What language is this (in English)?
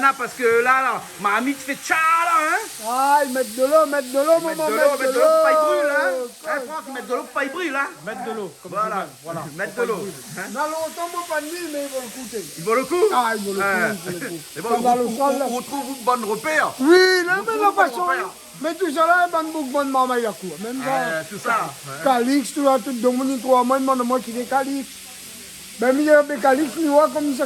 Réunion Creole French